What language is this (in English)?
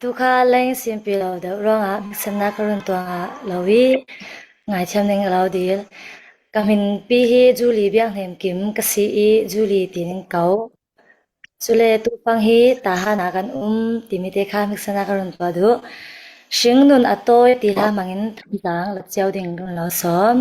Falam Chin